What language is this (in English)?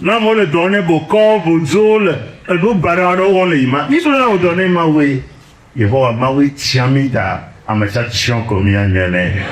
Ewe